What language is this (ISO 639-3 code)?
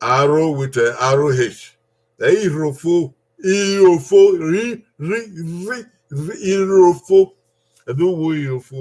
bin